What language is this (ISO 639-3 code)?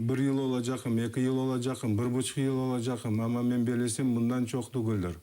crh